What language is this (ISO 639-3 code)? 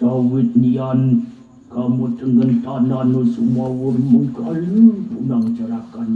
ban